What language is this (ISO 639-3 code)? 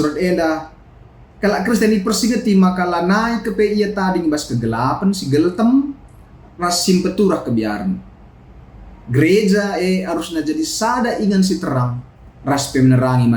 btx